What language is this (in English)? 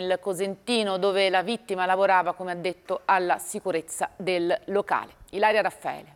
Italian